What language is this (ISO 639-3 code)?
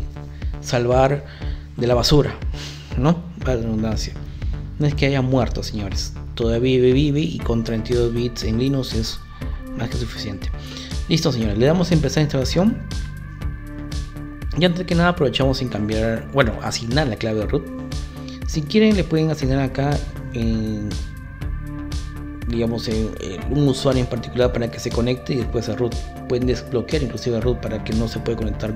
spa